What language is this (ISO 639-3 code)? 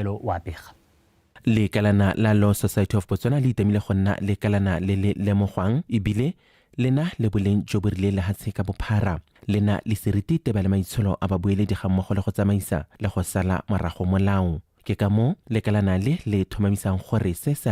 tsn